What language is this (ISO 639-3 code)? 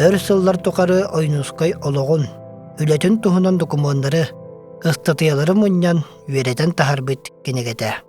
sah